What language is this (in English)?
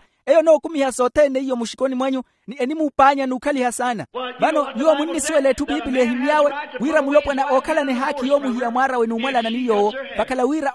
Makhuwa